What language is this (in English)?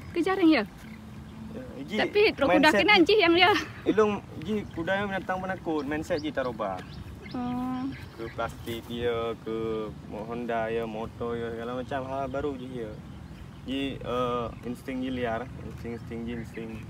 Achinese